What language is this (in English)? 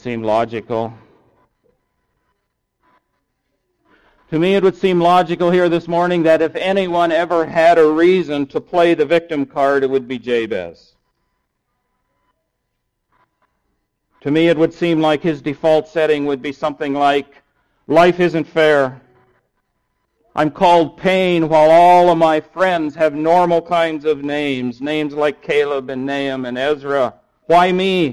English